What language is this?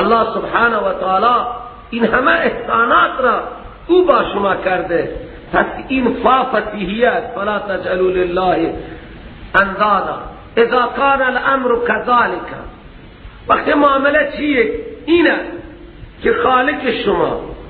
Persian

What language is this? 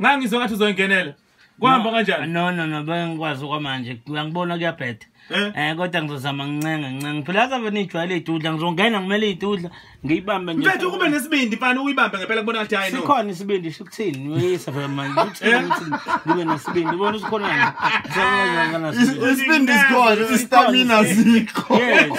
Zulu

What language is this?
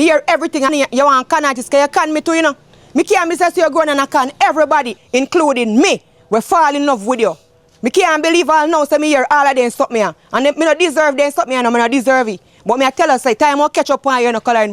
Jamaican Creole English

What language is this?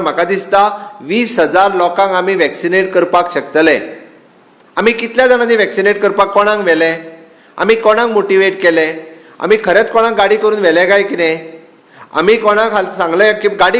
Konkani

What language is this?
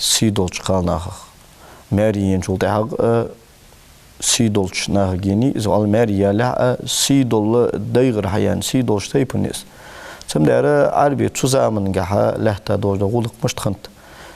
Ingush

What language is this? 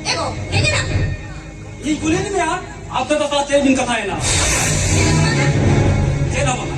Santali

